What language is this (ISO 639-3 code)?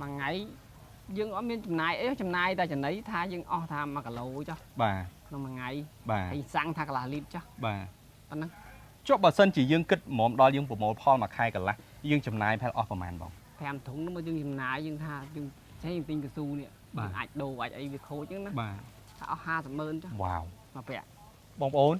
khm